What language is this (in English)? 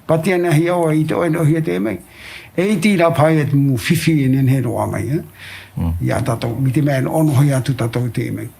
Tahitian